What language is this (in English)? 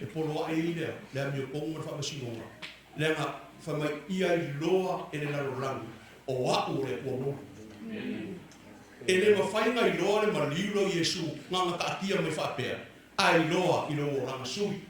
Samoan